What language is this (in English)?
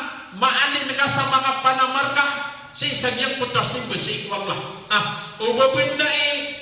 Maranao